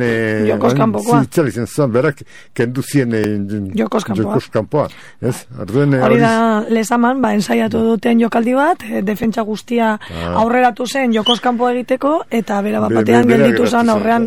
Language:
Basque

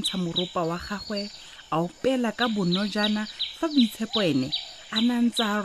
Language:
Tswana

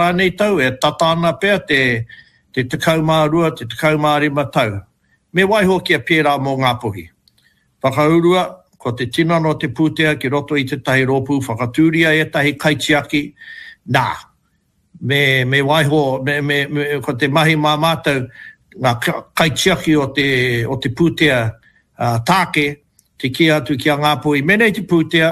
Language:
Māori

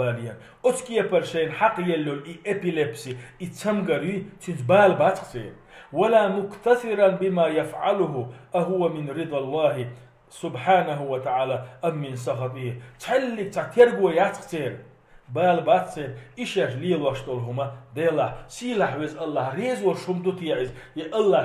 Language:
Chechen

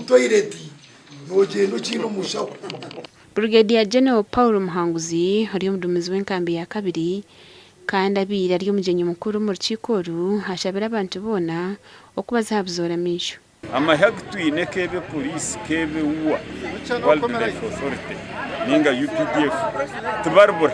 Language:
Nyankole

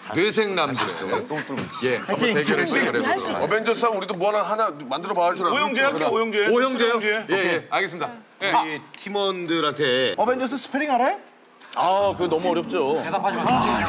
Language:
Korean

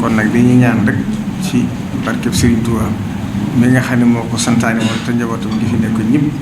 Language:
Wolof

